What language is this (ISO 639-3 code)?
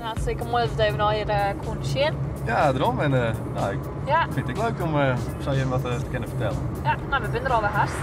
fry